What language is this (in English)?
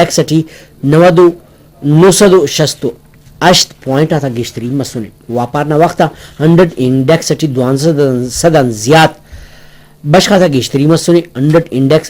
Brahui